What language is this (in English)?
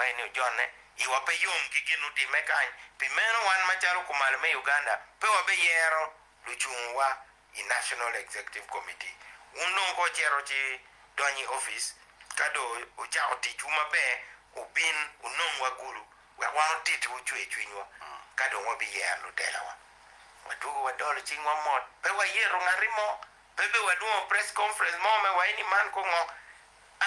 Acoli